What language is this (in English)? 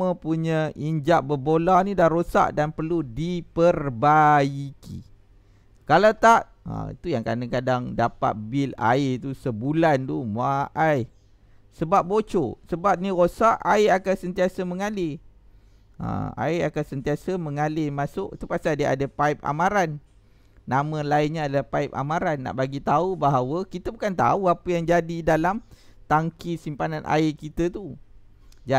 Malay